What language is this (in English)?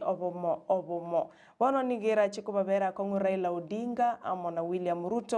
Gusii